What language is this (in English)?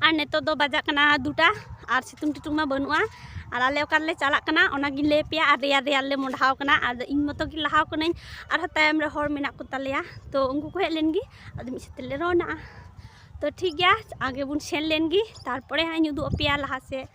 Santali